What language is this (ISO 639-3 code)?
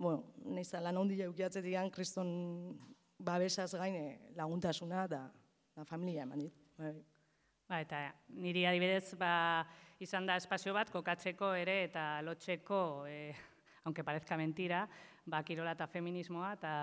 eus